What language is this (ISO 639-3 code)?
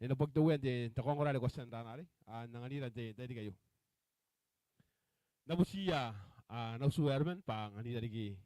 gil